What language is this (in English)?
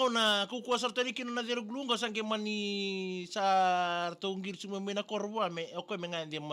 Fijian